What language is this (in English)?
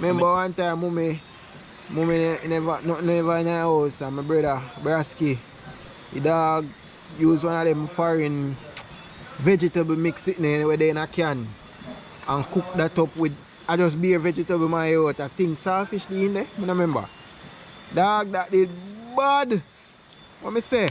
Jamaican Creole English